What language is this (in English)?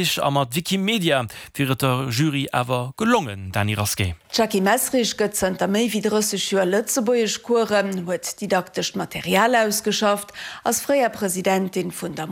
Luxembourgish